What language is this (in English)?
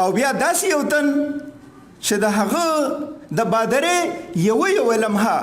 Pashto